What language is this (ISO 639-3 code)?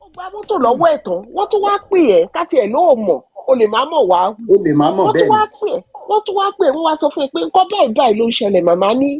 yor